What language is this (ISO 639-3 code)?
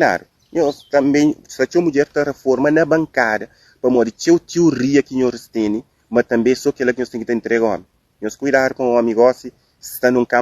kea